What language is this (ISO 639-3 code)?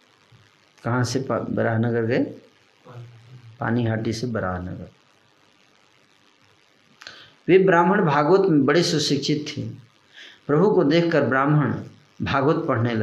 hin